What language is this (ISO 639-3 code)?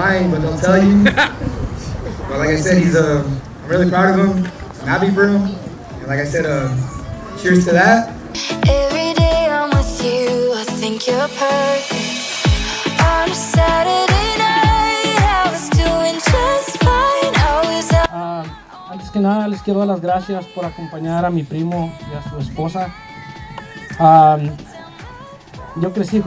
spa